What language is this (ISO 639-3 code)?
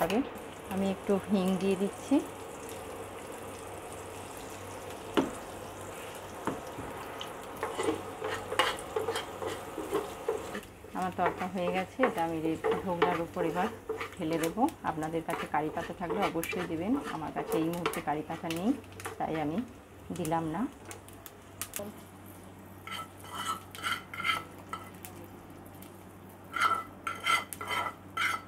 ben